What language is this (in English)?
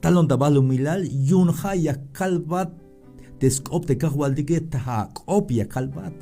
Tzeltal